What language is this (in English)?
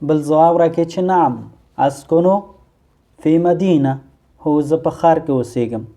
Pashto